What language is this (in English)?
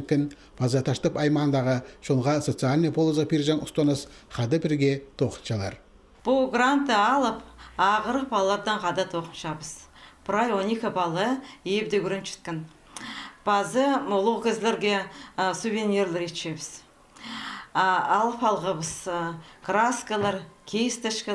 Khakas